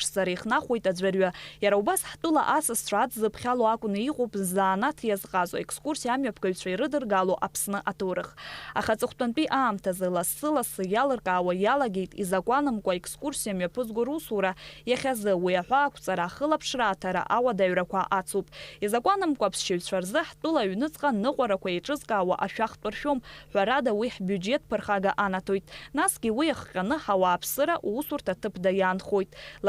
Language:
Abkhazian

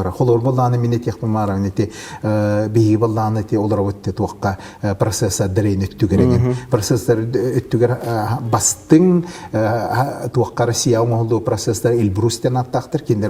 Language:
Yakut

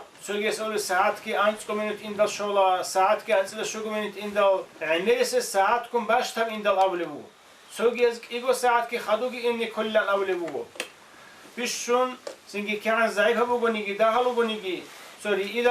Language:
Avaric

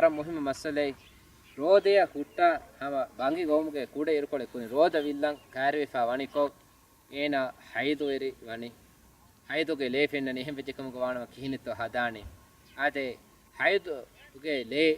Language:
Divehi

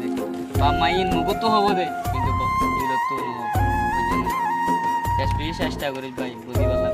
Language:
Rohingya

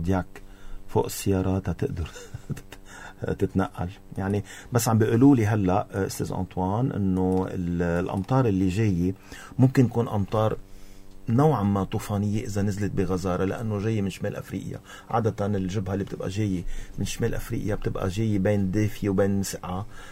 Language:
North Levantine Arabic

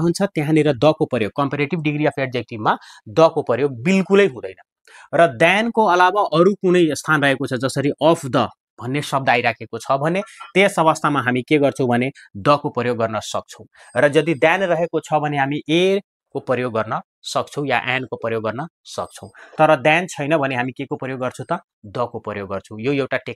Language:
Nepali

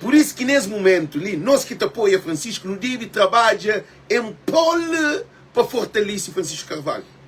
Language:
Kabuverdianu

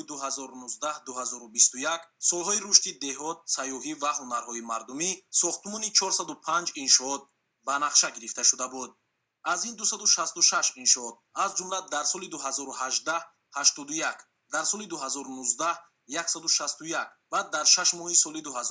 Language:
Tajik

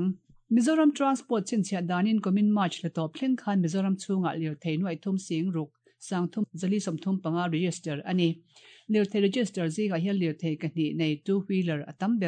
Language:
Mizo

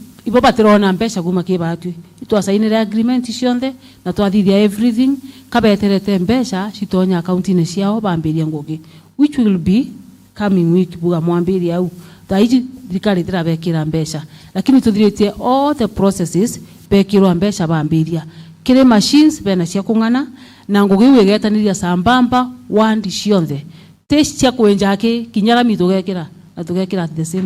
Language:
Meru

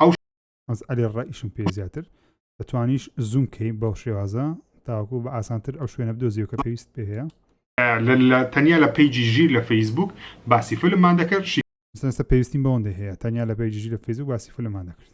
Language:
Central Kurdish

